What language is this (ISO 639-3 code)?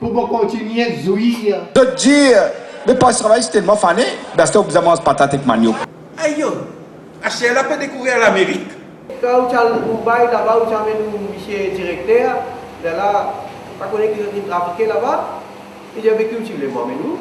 mfe